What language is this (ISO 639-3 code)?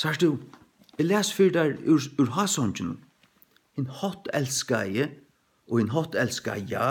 fao